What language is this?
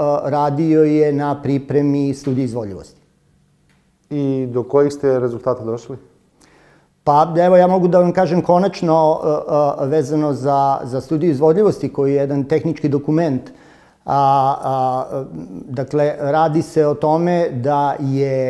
Serbian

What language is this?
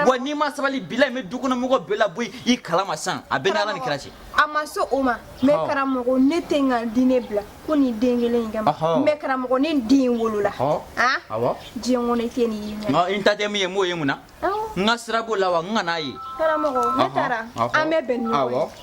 Bambara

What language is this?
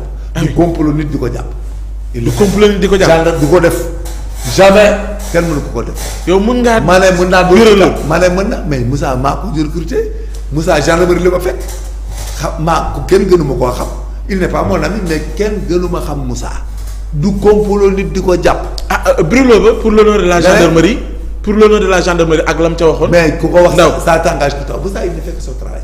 Wolof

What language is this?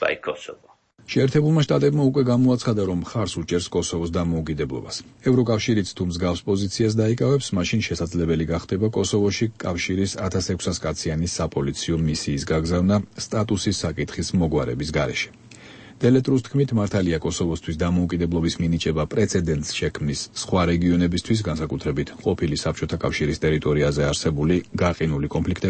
Georgian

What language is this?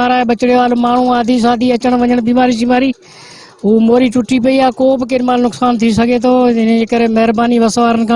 Sindhi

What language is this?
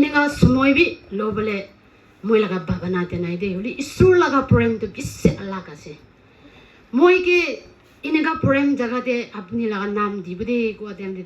Rongmei Naga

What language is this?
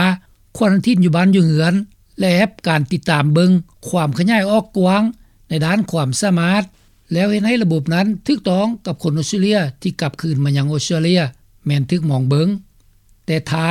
Lao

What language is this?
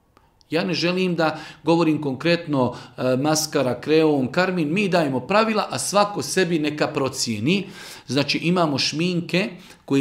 Bosnian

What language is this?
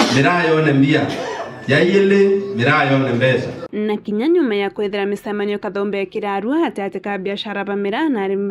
Meru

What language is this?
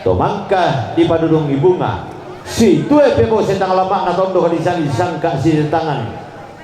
Toraja-Sa'dan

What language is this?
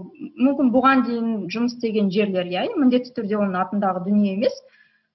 Kazakh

